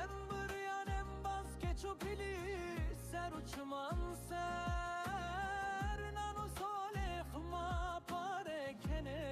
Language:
Zaza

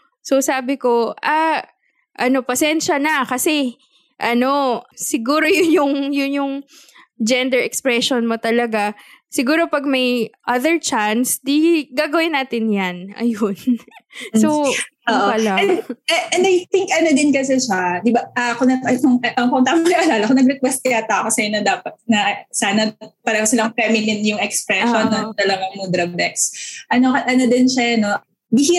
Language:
Filipino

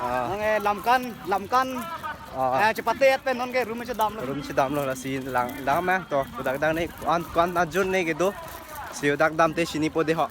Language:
Karbi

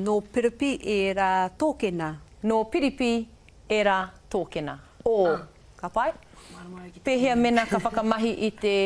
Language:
Māori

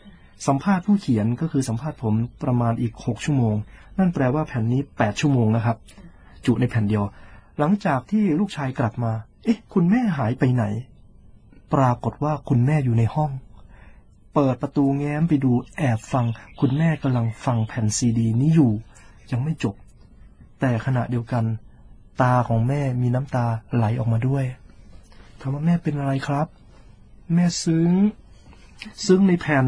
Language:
Thai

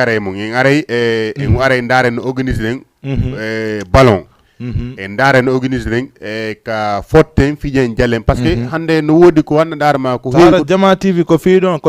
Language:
Fula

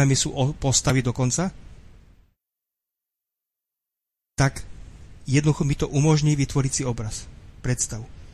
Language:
Slovak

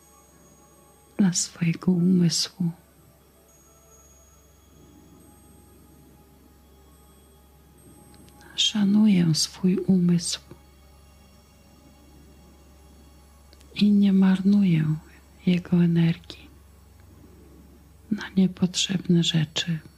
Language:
Polish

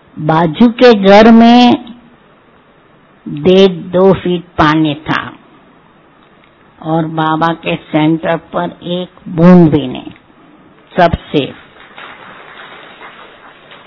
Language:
Hindi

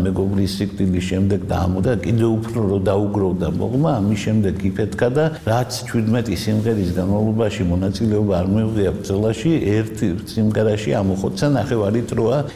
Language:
Georgian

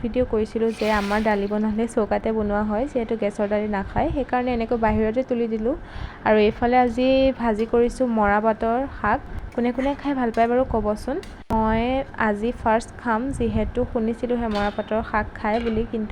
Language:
Assamese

